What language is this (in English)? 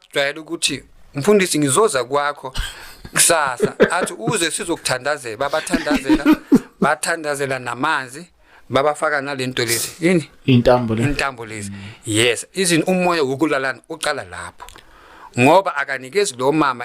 Swati